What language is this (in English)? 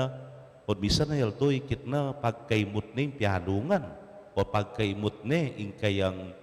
Pampanga